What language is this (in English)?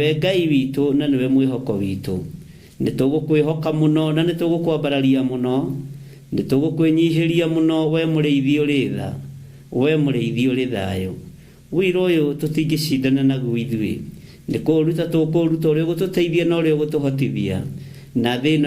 Kikuyu